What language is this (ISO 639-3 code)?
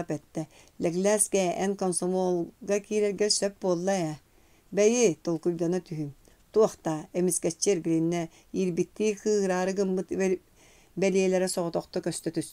sah